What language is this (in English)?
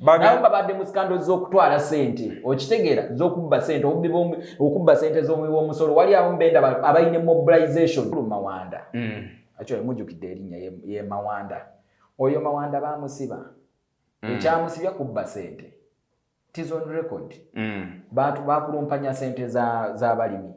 Ganda